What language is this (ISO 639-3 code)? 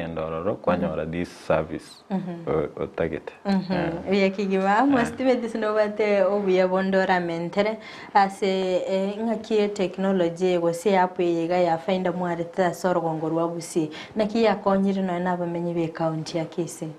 guz